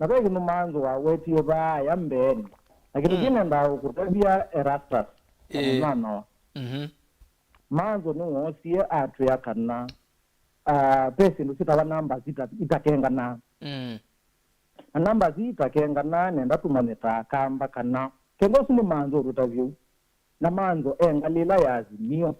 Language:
Kamba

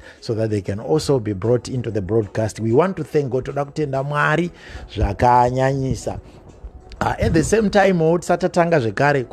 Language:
Shona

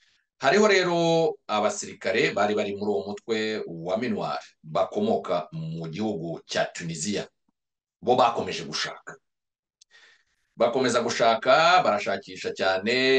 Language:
Kinyarwanda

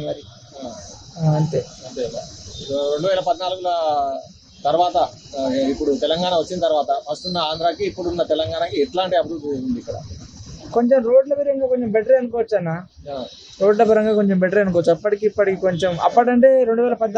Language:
Telugu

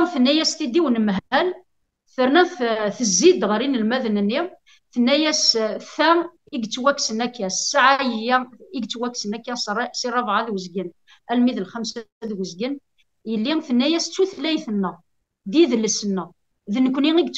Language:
Kabyle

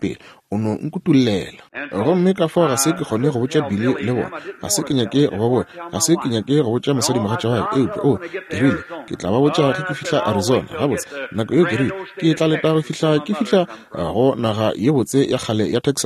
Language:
Northern Sotho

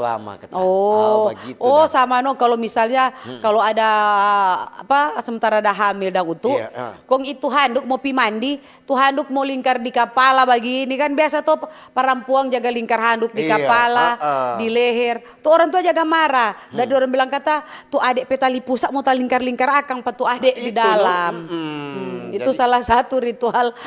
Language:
Manado Malay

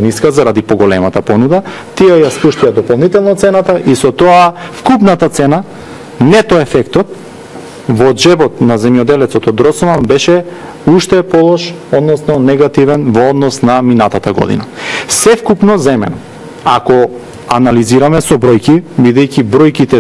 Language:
Macedonian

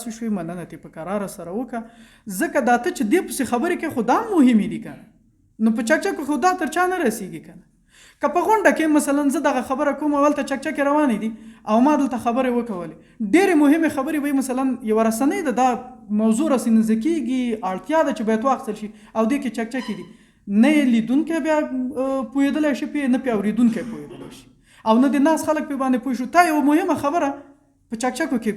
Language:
Pashto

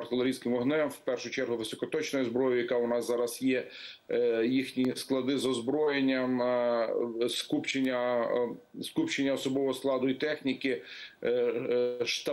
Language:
Ukrainian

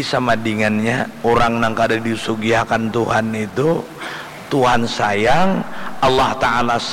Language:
Banjar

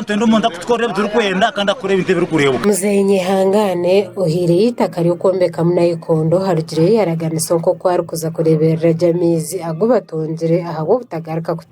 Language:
Nyankole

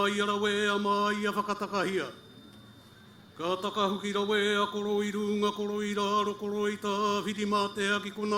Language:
Māori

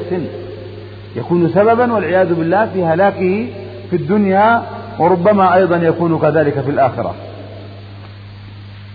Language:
Arabic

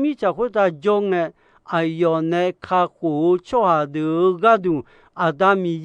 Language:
Akha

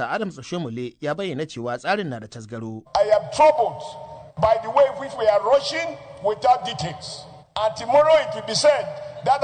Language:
Hausa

